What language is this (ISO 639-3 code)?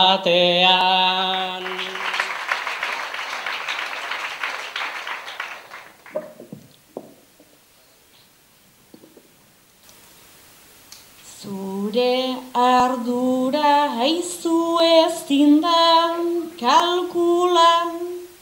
eus